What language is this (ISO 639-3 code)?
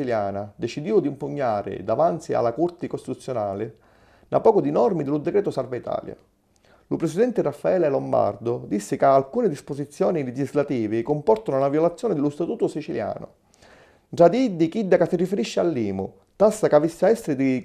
scn